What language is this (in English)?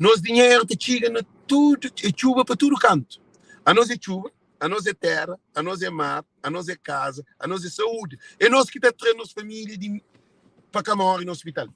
Kabuverdianu